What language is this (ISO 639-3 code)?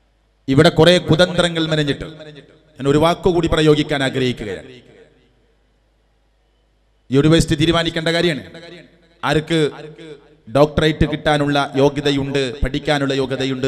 mal